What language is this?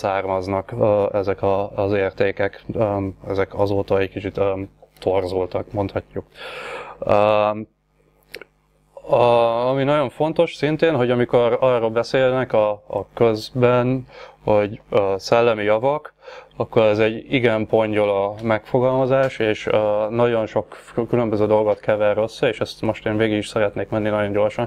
Hungarian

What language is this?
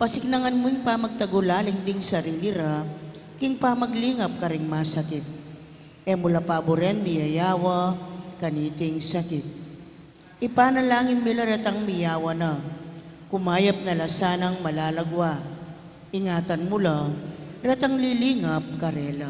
Pampanga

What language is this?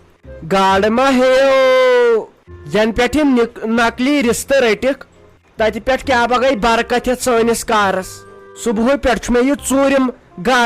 Kashmiri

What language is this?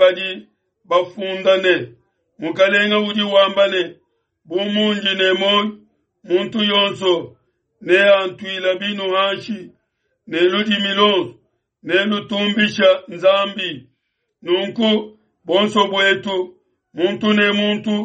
Luba-Lulua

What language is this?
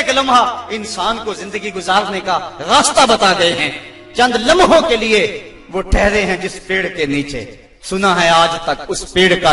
Urdu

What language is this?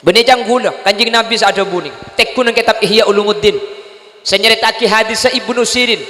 Madurese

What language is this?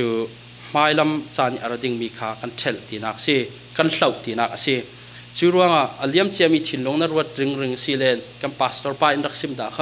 Falam Chin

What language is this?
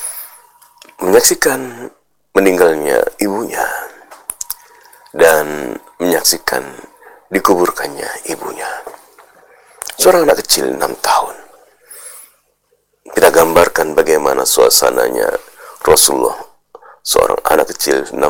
Indonesian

